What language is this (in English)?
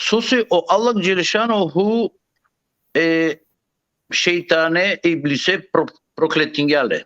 Balkan Romani